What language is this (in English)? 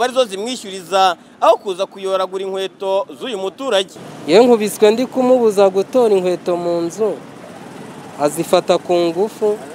Kinyarwanda